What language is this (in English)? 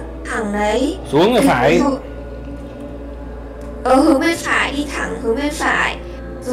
Vietnamese